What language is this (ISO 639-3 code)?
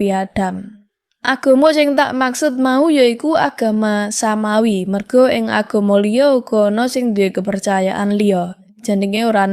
jav